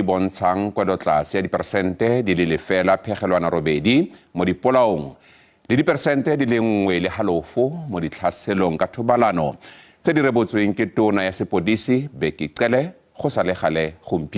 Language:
Tswana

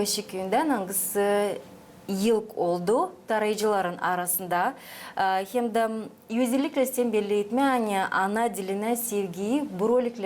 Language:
Gagauz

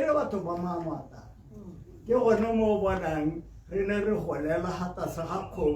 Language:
Tswana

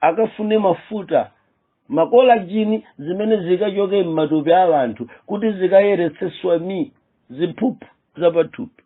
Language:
Nyanja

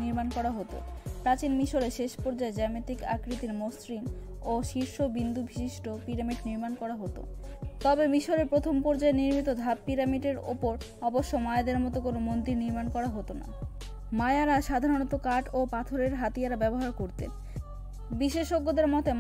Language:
Bangla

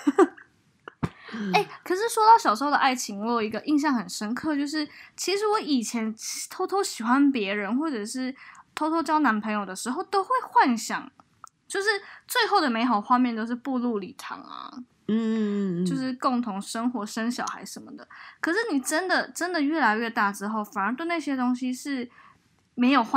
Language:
Chinese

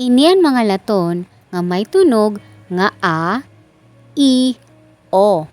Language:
Waray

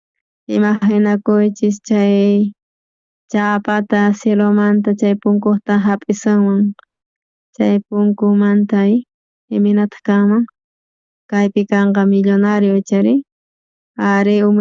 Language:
South Bolivian Quechua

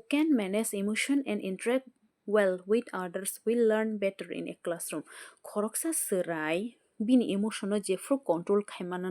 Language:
Kok Borok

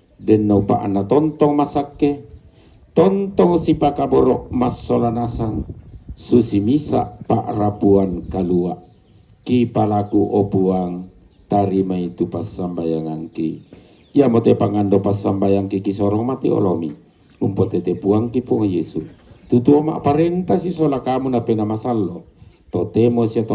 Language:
Toraja-Sa'dan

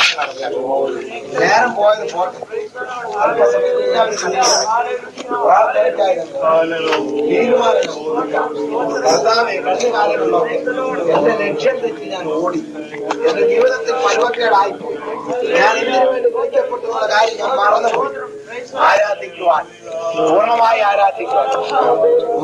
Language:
Malayalam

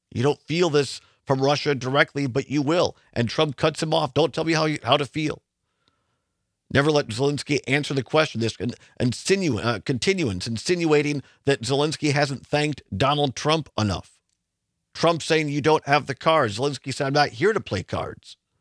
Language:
English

